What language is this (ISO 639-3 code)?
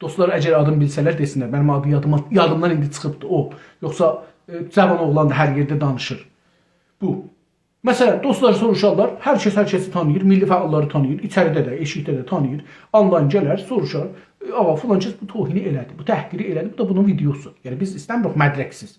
azb